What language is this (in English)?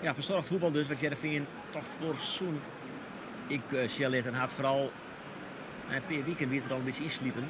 Western Frisian